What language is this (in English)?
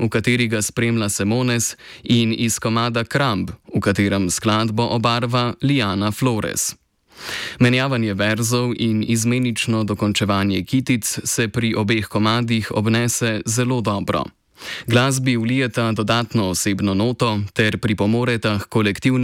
Slovenian